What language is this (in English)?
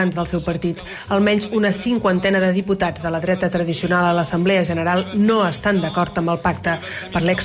Catalan